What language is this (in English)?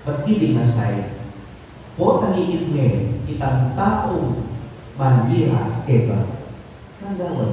Pampanga